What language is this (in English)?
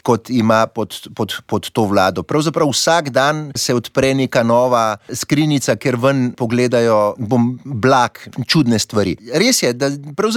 Slovenian